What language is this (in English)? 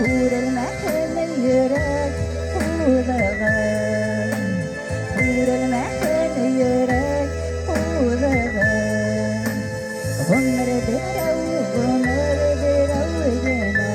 Bashkir